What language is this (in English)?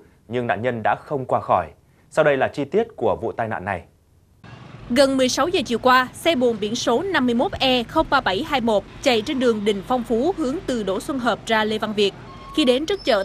Vietnamese